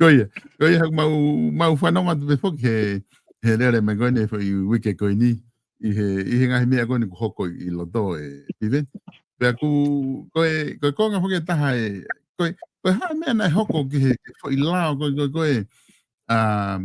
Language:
Tongan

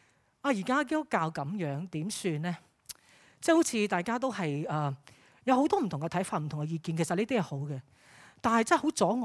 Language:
Cantonese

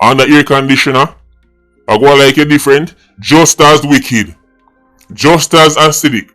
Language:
Jamaican Creole English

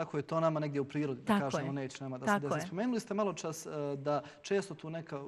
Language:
Bosnian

